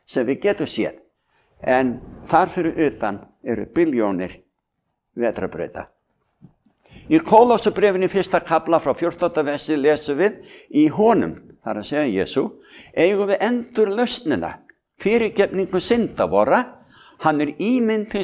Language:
Icelandic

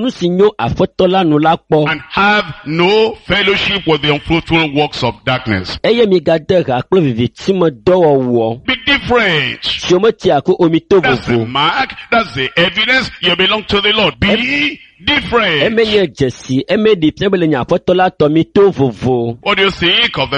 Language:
Ewe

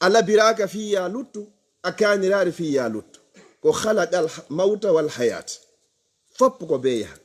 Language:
Fula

